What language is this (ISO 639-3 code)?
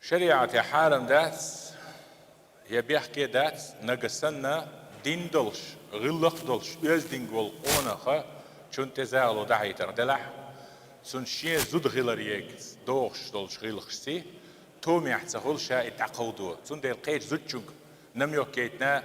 che